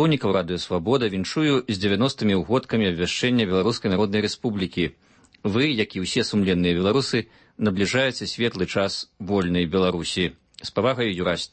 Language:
Belarusian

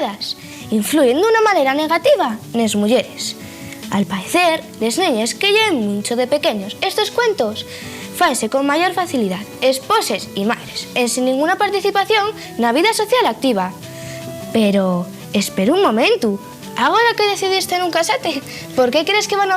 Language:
Asturian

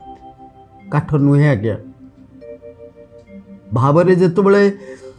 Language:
Odia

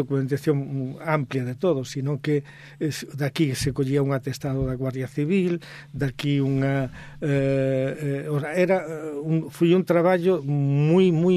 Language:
Galician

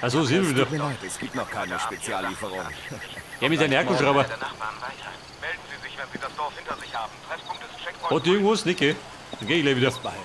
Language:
Bavarian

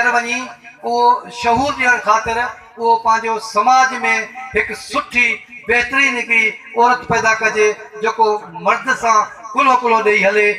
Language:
Sindhi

